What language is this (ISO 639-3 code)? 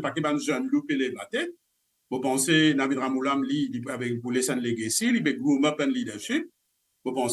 mfe